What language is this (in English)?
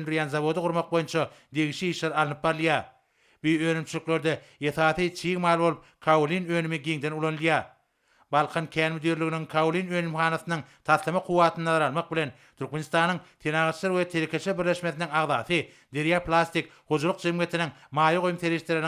Turkmen